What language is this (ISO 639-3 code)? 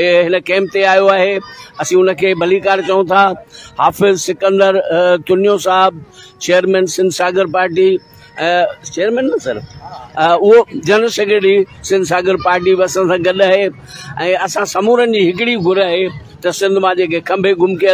snd